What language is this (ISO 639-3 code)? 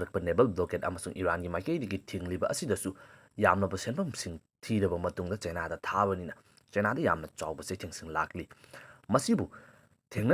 mni